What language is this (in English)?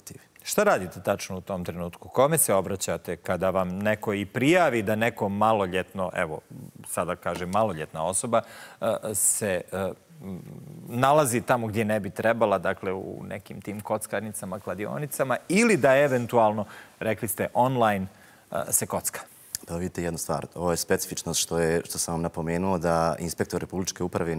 Bosnian